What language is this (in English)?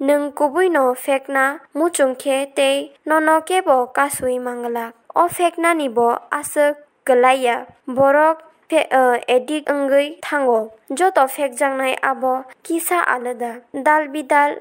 Kok Borok